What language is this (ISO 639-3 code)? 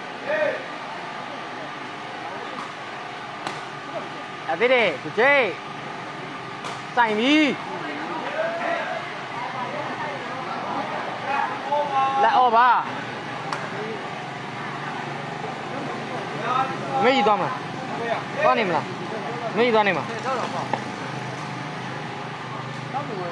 mya